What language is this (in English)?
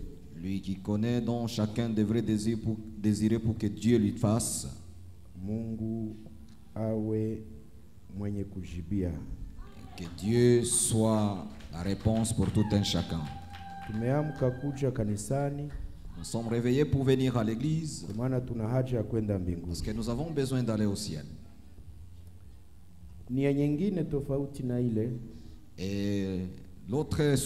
Swahili